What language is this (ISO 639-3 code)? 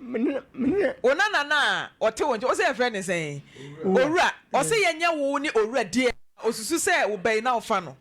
aka